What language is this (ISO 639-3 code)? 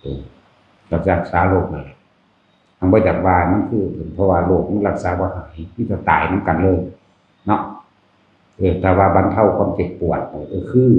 tts